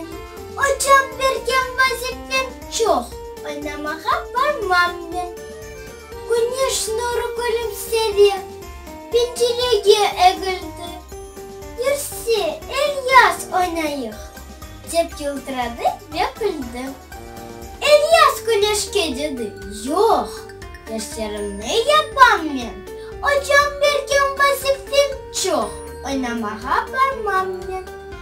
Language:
Crimean Tatar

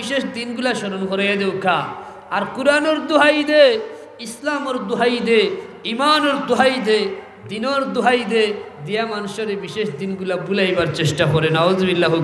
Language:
Sylheti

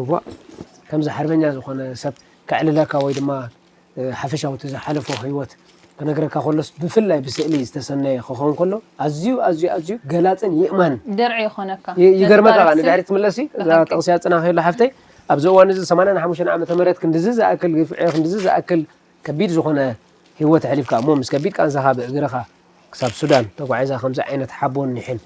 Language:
Tigrinya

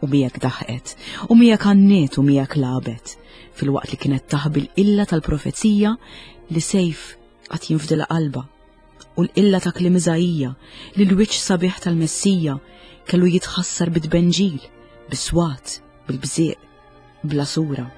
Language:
Maltese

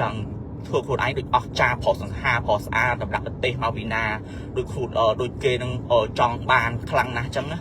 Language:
Khmer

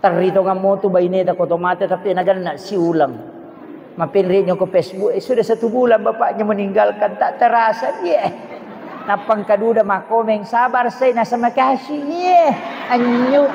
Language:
Buginese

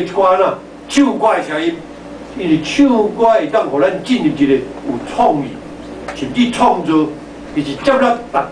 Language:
Min Nan Chinese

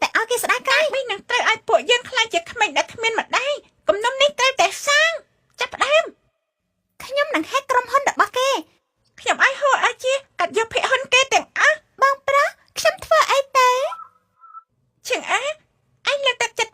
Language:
Khmer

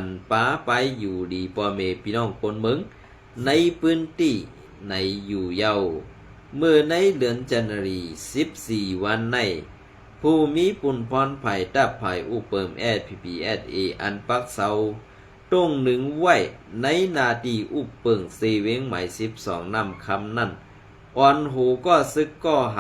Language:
Shan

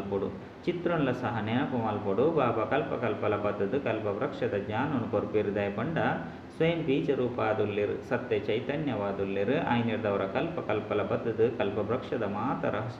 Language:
Tulu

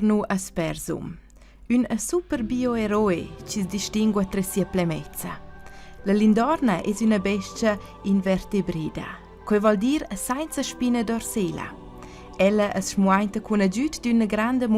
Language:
Romansh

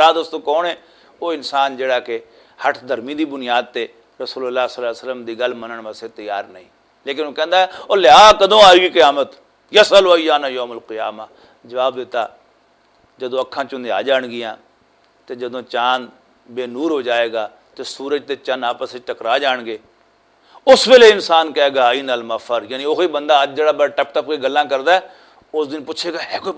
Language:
Western Panjabi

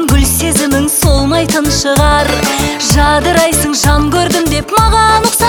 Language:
Kazakh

